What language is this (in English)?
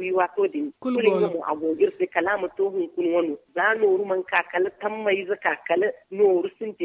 Zarma